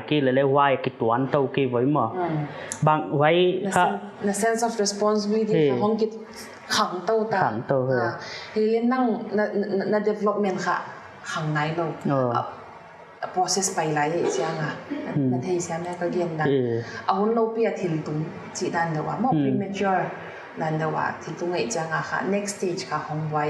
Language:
Paite Chin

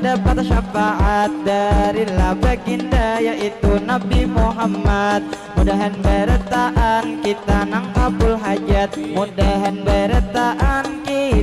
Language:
Banjar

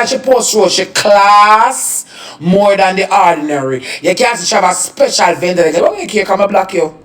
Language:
Jamaican Creole English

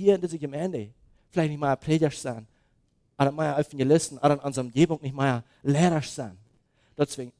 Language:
Plautdietsch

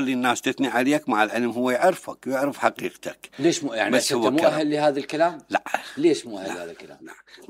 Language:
Mesopotamian Arabic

